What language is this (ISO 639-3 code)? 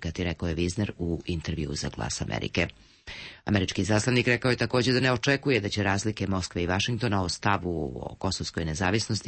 srp